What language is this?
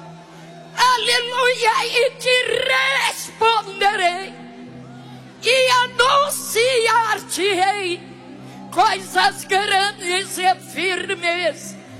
Portuguese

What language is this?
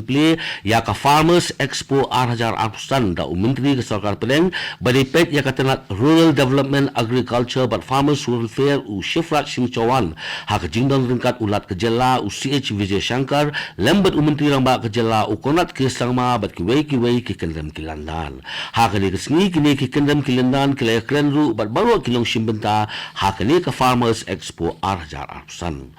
Khasi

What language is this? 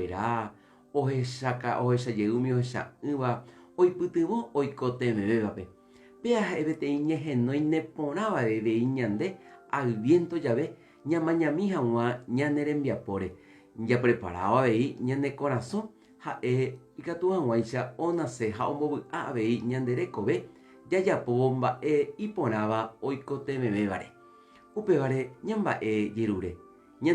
Guarani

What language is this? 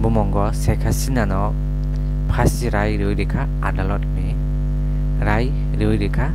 Kok Borok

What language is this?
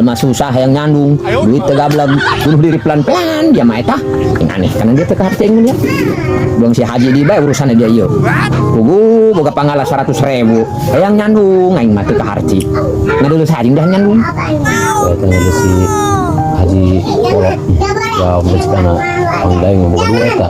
Sundanese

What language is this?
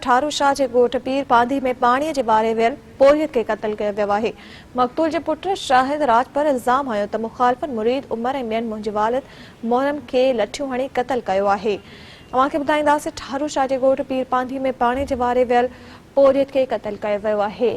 Sindhi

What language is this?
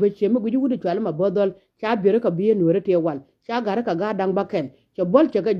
Nuer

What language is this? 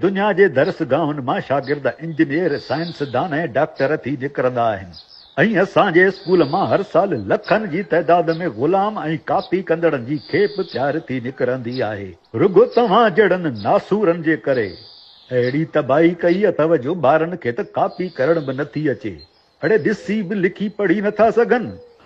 Sindhi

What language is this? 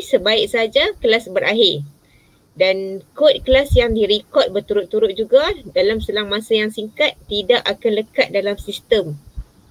Malay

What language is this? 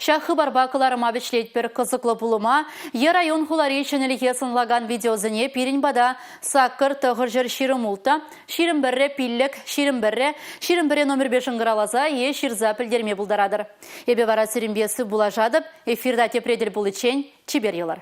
Chuvash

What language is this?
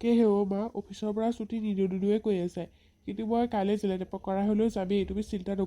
Assamese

